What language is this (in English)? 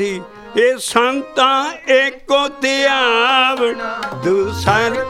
Punjabi